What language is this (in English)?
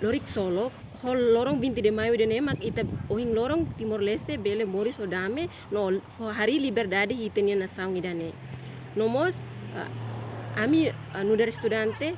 Tetum